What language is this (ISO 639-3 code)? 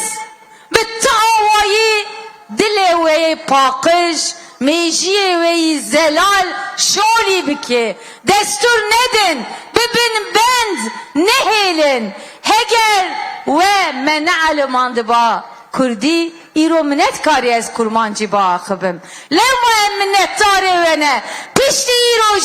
kur